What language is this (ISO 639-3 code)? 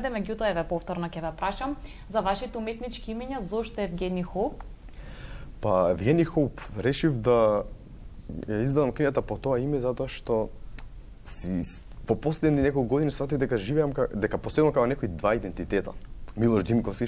mkd